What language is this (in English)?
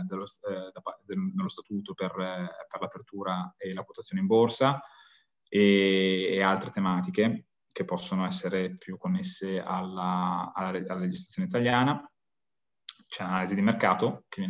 Italian